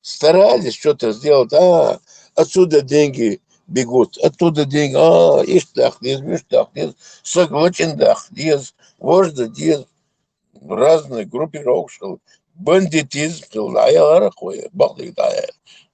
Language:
Chechen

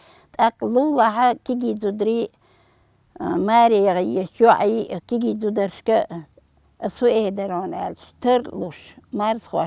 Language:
Chechen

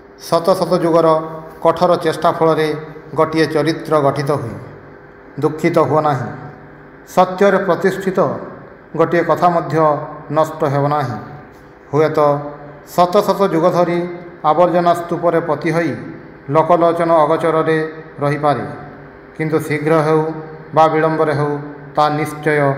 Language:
Odia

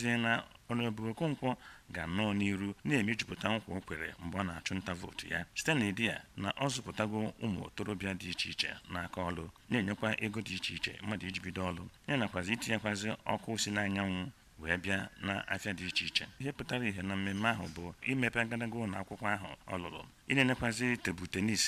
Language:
Igbo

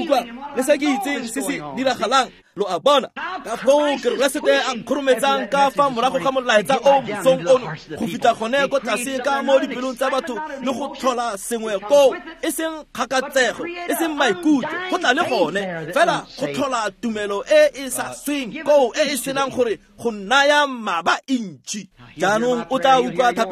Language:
Tswana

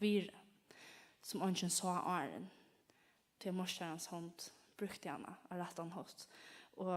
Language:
Faroese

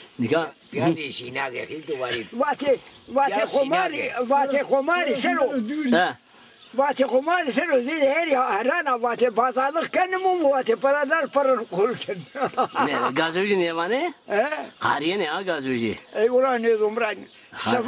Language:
Zaza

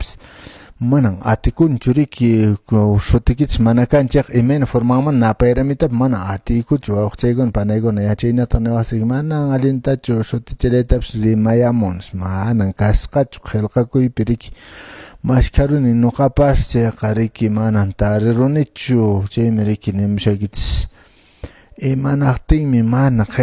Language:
Quechua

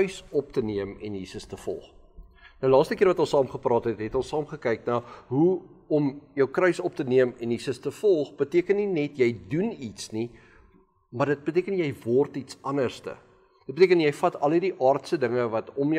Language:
Afrikaans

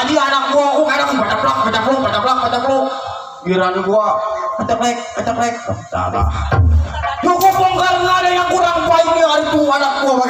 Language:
Betawi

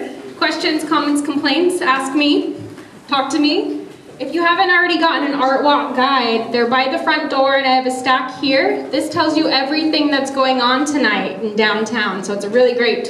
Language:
English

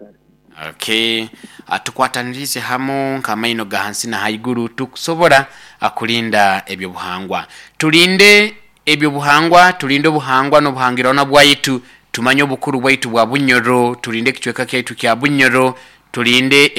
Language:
Nyoro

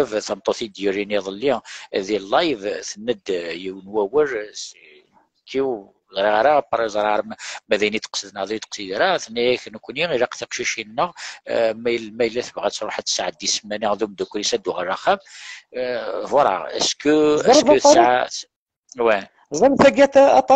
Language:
Kabyle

